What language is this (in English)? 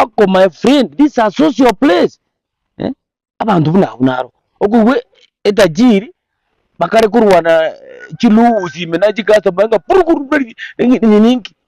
Gusii